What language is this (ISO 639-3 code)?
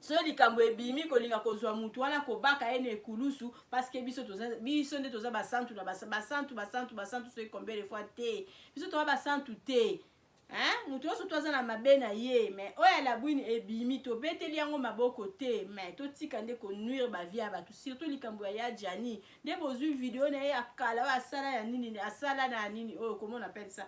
lin